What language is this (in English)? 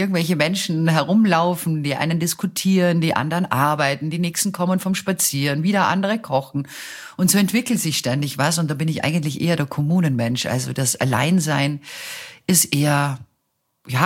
German